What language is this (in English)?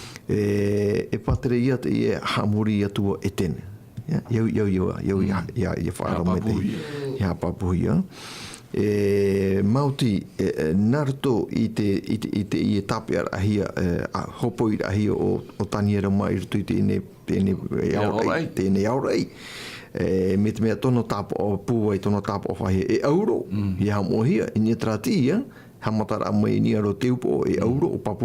Tahitian